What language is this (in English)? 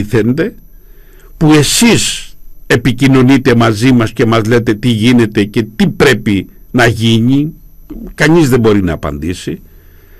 Greek